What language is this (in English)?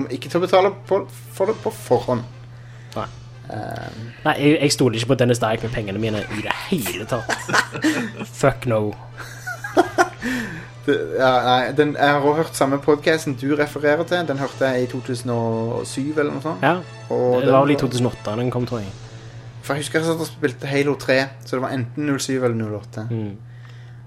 Norwegian